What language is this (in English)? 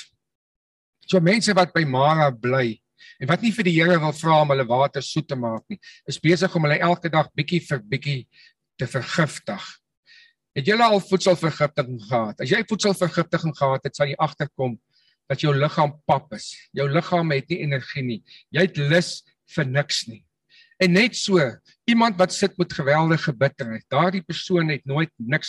Afrikaans